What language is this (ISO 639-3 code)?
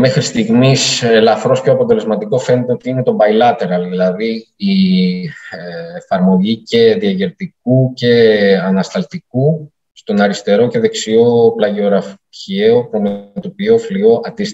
ell